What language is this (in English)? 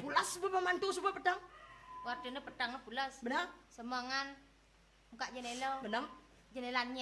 Balinese